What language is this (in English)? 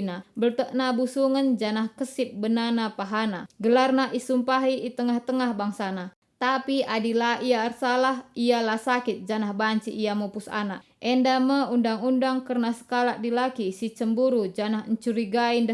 Batak Karo